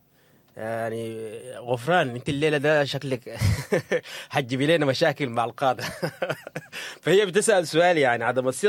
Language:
Sudanese Arabic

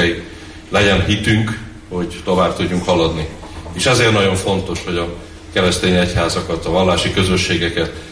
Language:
Hungarian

